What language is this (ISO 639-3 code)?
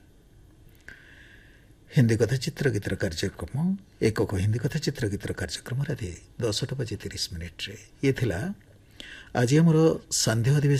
ori